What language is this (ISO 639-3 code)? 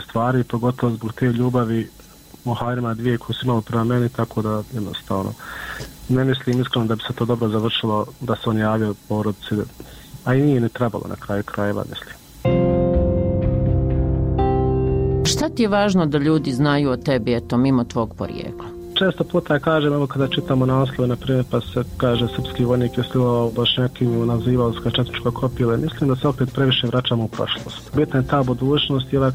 bos